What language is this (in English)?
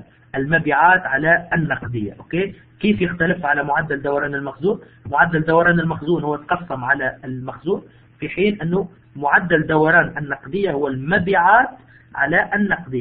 Arabic